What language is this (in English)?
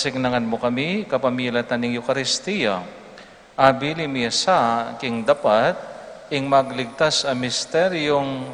Pampanga